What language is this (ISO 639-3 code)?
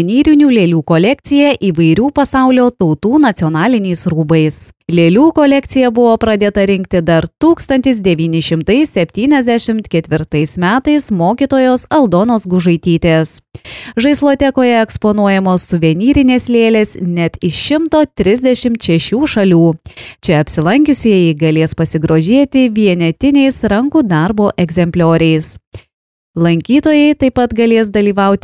lit